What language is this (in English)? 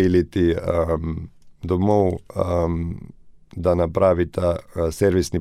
Slovenian